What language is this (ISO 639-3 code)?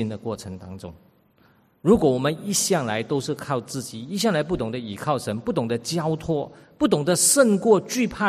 zho